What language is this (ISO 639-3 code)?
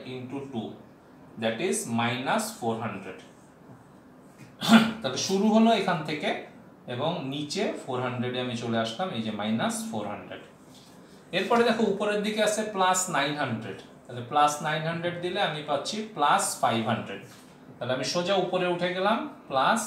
ben